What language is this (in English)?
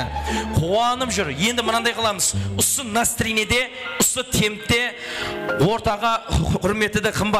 Kara-Kalpak